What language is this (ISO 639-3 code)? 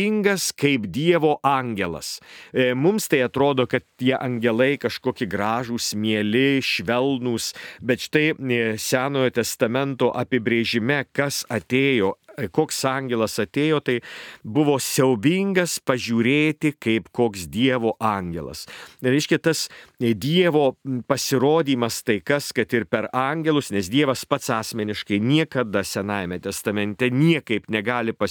lit